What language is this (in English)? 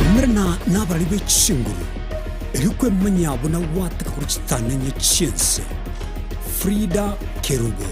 Gusii